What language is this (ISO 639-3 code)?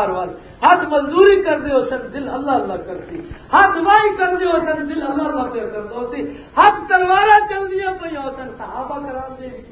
lah